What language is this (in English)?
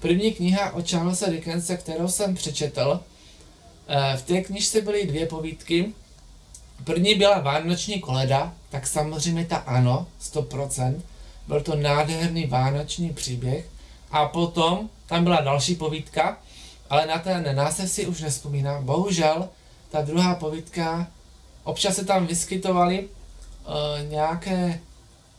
Czech